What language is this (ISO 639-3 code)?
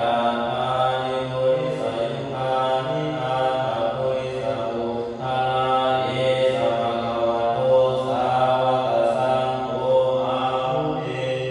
pli